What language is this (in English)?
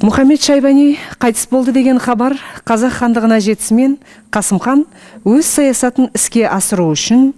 Kazakh